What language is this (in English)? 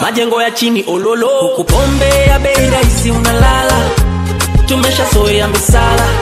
Swahili